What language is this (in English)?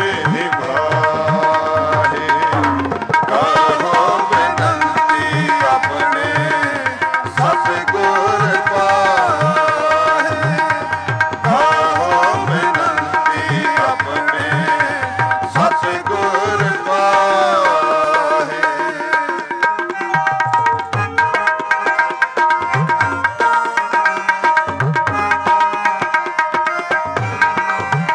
Punjabi